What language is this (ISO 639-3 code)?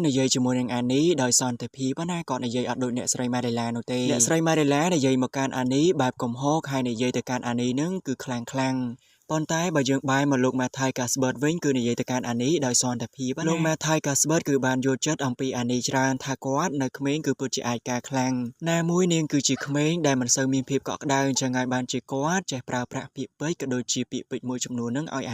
khm